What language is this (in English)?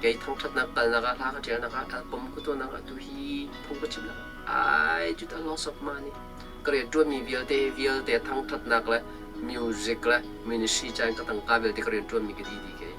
Hakha Chin